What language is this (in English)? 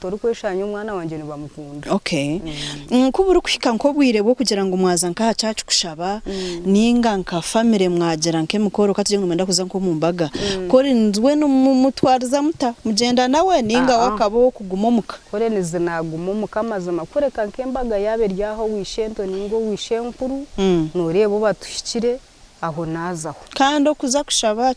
Nyankole